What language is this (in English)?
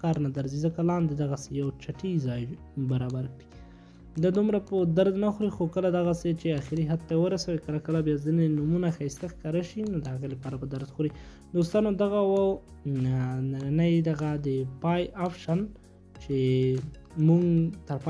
Pashto